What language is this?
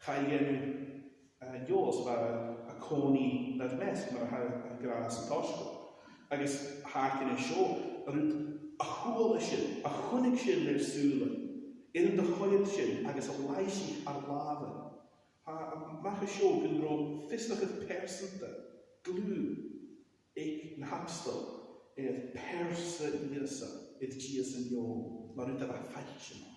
Scottish Gaelic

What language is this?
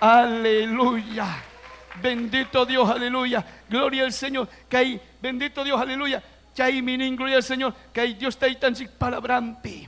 Ayacucho Quechua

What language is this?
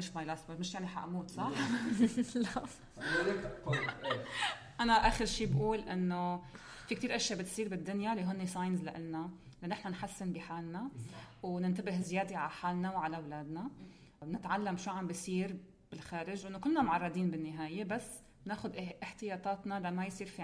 North Levantine Arabic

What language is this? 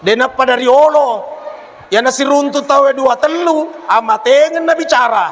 Buginese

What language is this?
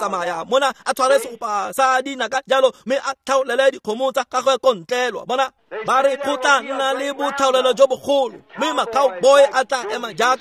Tswana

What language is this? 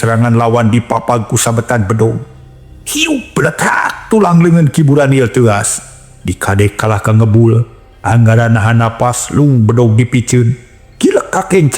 Sundanese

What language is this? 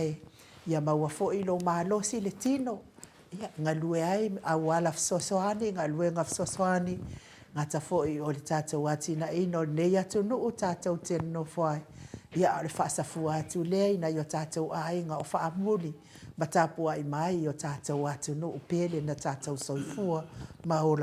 Samoan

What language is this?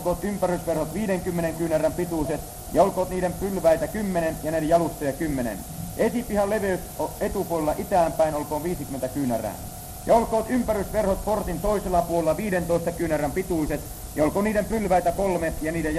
Finnish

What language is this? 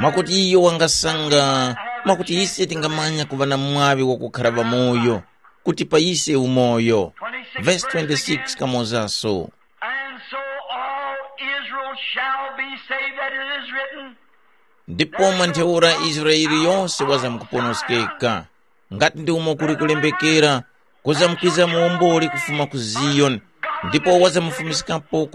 Tumbuka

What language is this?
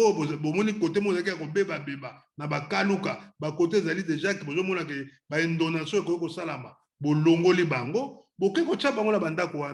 Lingala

